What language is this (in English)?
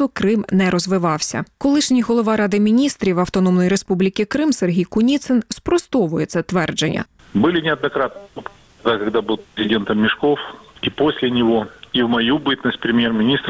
Ukrainian